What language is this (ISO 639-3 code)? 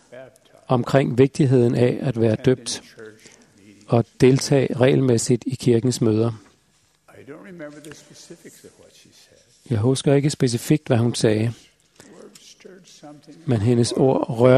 dan